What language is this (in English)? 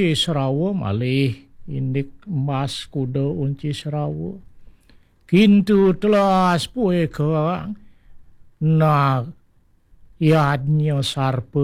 Balinese